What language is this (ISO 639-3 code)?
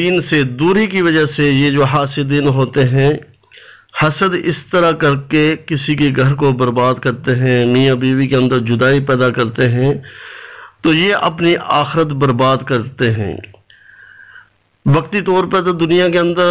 urd